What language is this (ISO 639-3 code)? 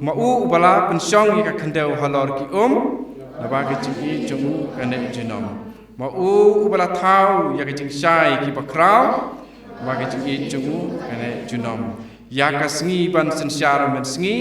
kha